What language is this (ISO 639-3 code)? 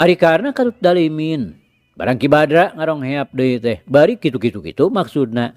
sun